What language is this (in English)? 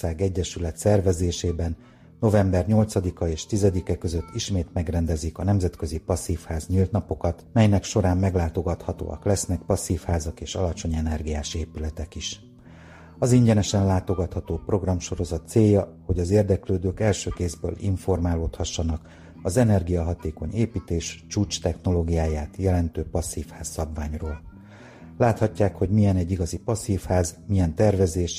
Hungarian